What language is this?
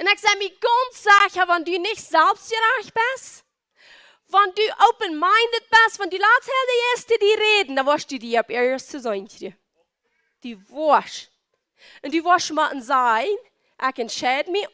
Plautdietsch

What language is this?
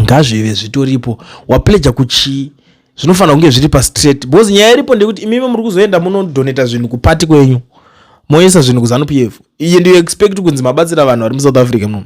Shona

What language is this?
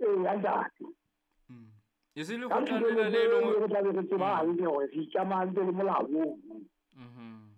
Southern Sotho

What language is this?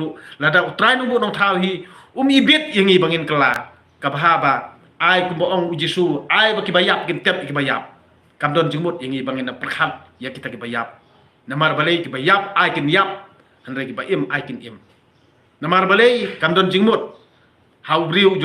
Khasi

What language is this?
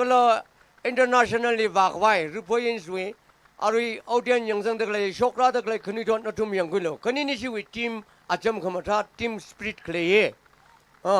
Tangkhul Naga (India)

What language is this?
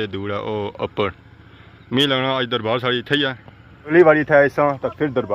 Pahari-Potwari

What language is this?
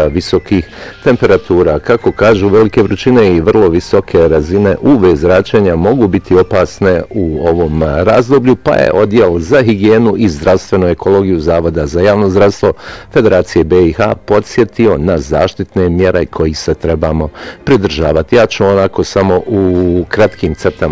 Bosnian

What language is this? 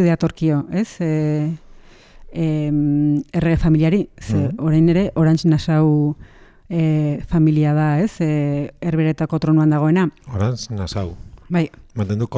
Basque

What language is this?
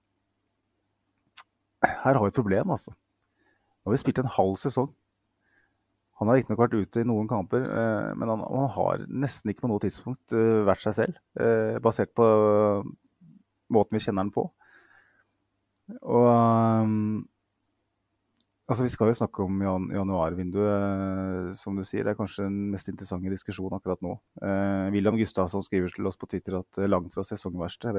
Norwegian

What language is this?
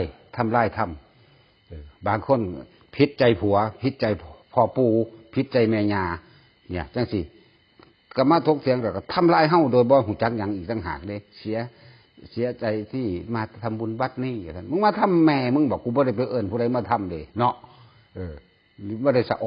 Northeastern Thai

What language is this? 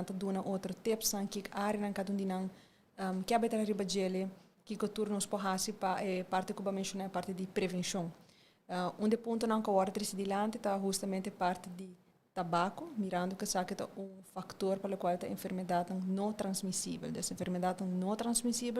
Papiamento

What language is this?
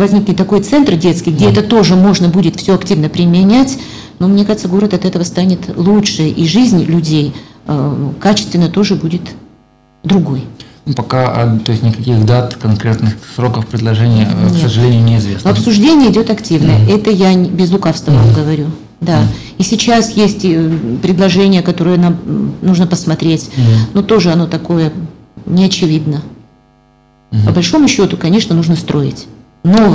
Russian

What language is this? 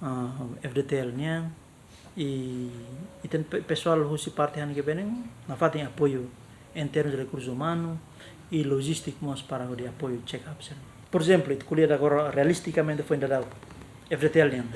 Tetum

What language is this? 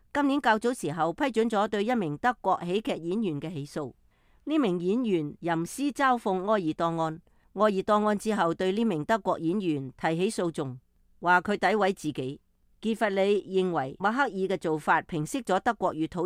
Cantonese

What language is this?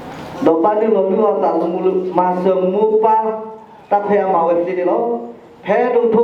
S'gaw Karen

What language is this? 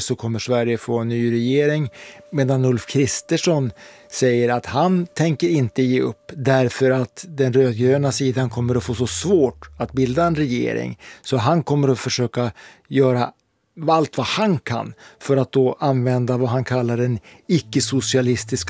Swedish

